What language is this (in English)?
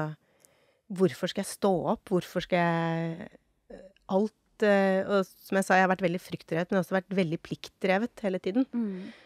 Norwegian